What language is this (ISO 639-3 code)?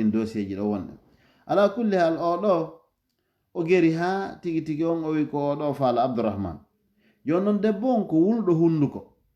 ful